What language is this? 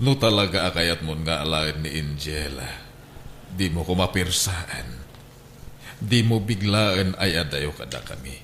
Iloko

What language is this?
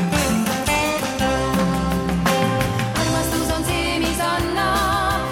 Estonian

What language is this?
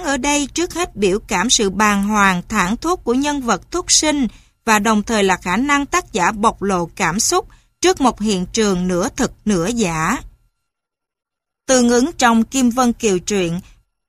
Vietnamese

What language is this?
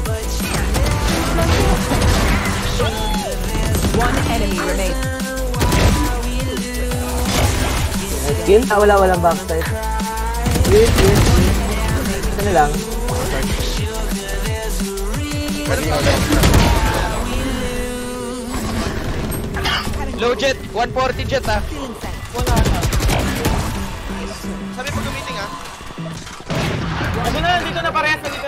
Filipino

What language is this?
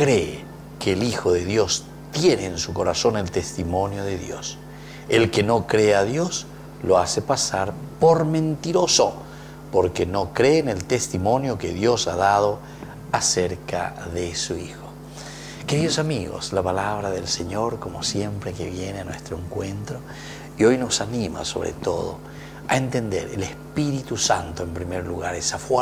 Spanish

